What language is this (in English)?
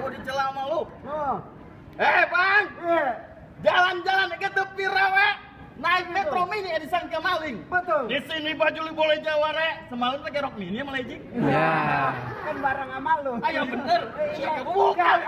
Betawi